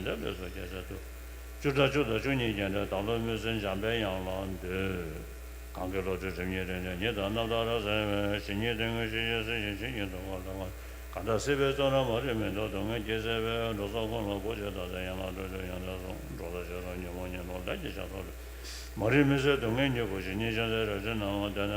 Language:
Tibetan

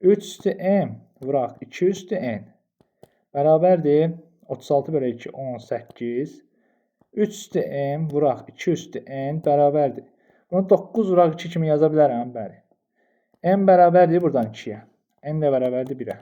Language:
Azerbaijani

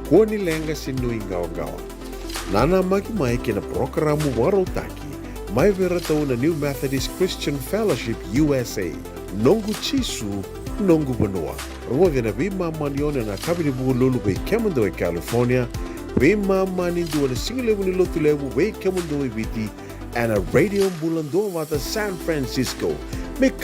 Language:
Fijian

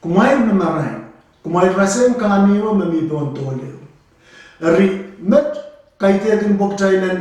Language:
Pohnpeian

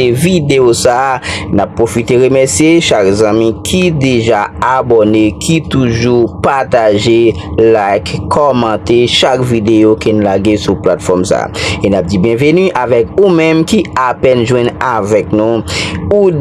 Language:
Haitian Creole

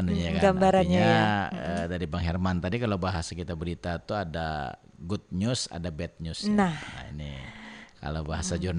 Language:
Banjar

